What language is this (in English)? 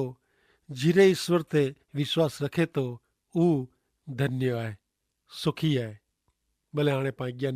Kachhi